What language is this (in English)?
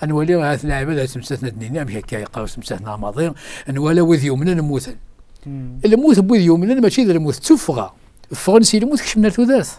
Kabyle